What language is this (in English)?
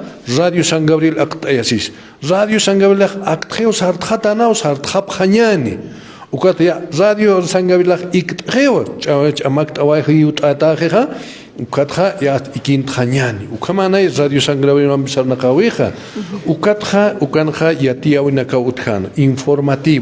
Aymara